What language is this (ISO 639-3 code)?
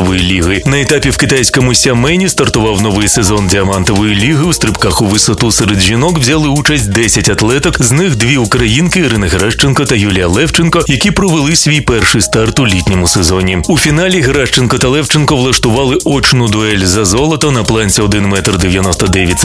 ukr